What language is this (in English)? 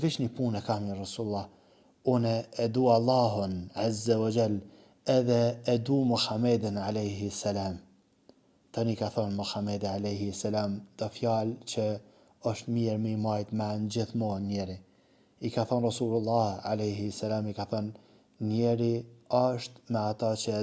Albanian